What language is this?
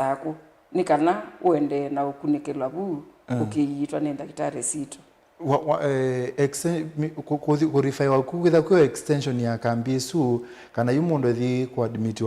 Kamba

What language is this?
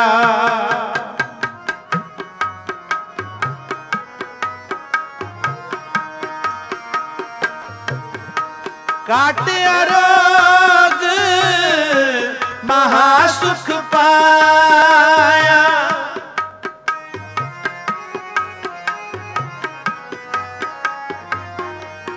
Punjabi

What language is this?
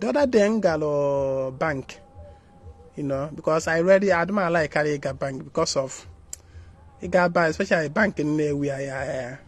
Igbo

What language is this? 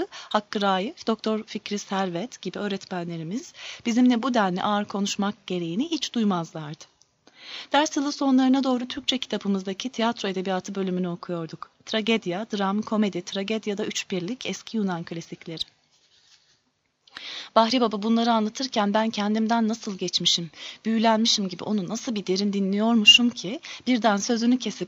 Turkish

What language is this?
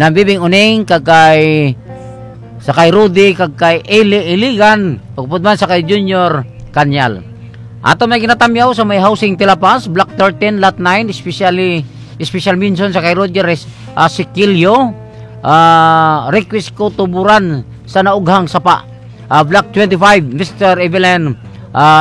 Hiligaynon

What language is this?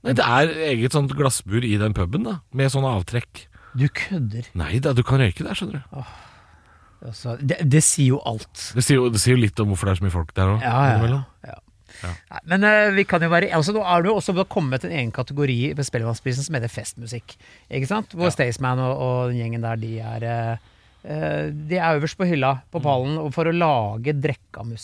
Norwegian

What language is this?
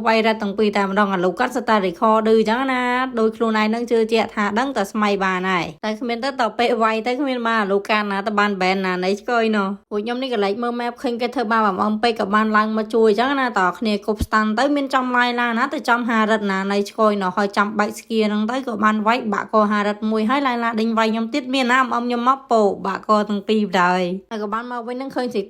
Khmer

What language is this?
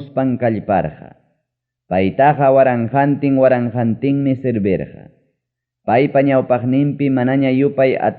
Ayacucho Quechua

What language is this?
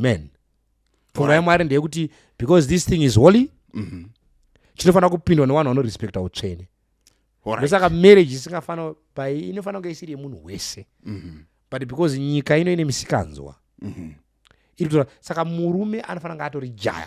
Shona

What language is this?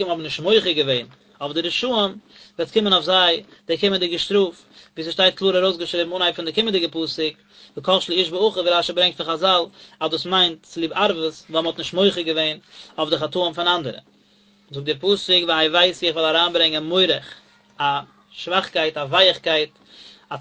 Yiddish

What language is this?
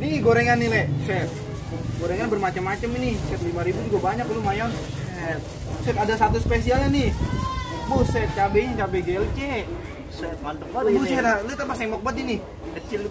Betawi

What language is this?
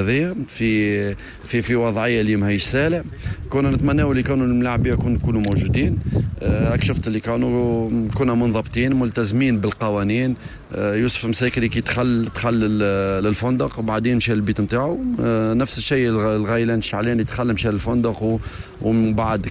Tunisian Arabic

